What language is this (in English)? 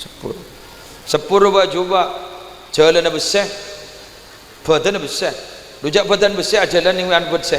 Madurese